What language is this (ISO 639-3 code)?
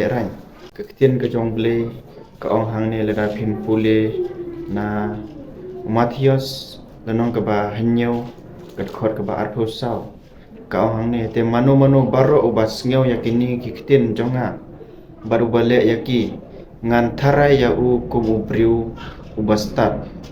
kha